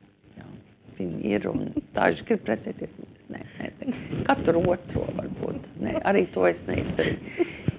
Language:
Latvian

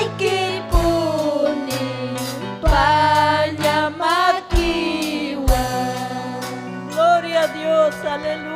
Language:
Ayacucho Quechua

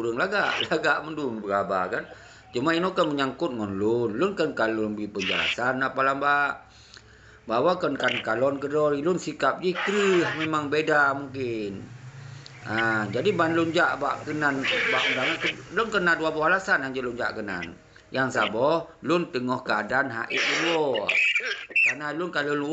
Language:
Achinese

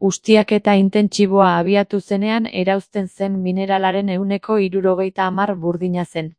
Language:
Basque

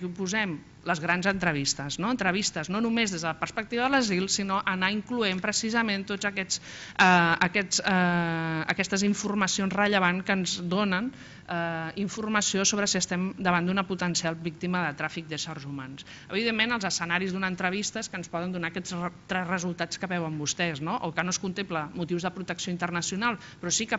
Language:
Catalan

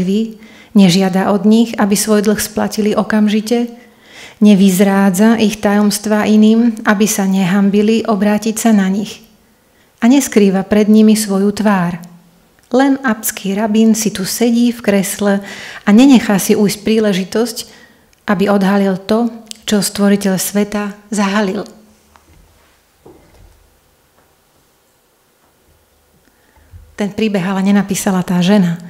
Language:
Slovak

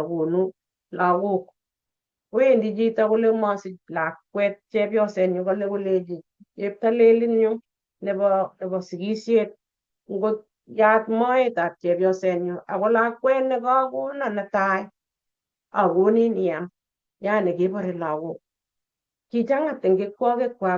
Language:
Kalenjin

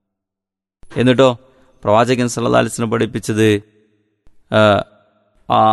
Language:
Malayalam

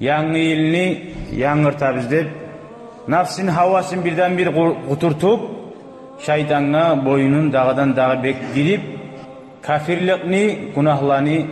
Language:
Kumyk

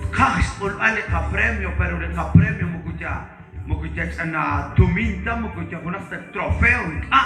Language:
Kekchí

